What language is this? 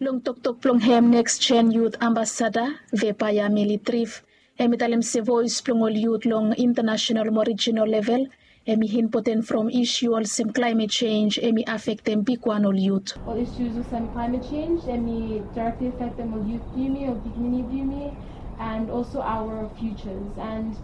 Bislama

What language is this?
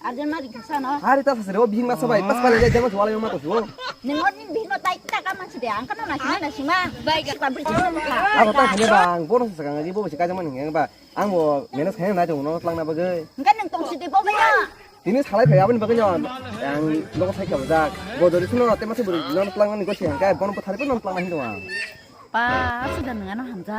Kok Borok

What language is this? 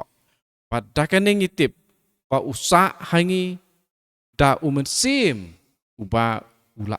Khasi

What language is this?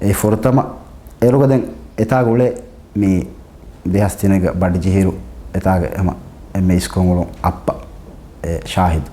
Divehi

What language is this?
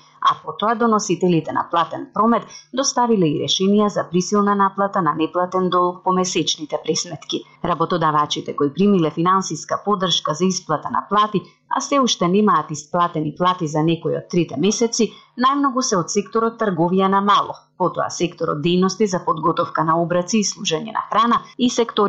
Macedonian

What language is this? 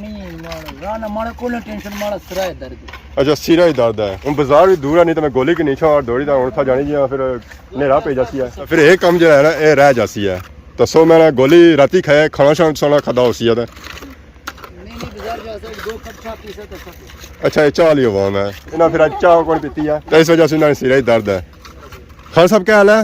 Pahari-Potwari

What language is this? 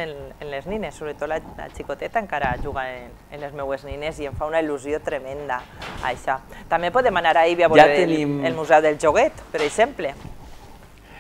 Catalan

